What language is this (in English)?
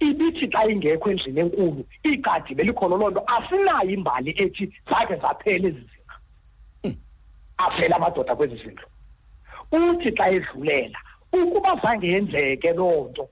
Xhosa